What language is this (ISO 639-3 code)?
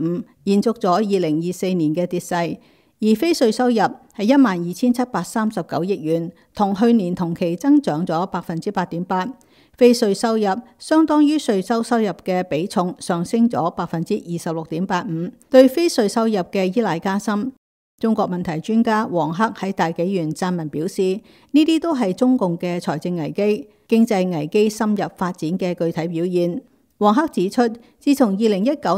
yue